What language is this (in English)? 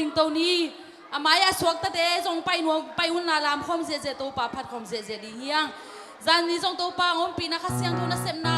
Tedim Chin